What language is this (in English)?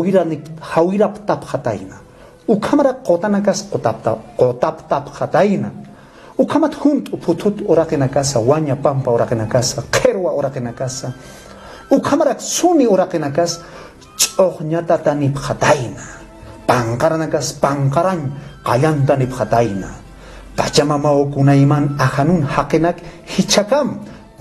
Aymara